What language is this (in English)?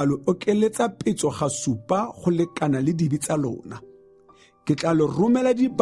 Tswana